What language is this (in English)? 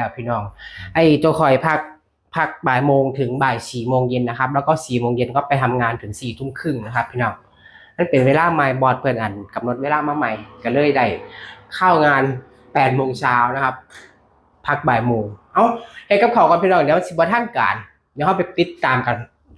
Northeastern Thai